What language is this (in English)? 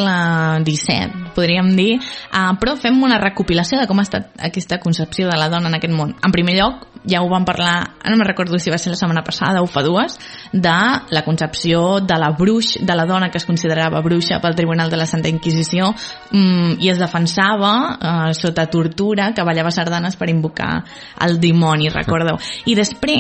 Catalan